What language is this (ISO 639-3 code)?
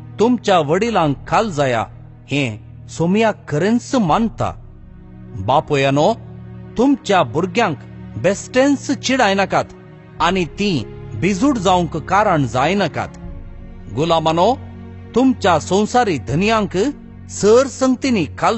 kok